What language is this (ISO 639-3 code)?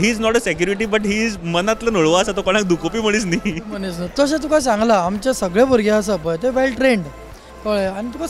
kok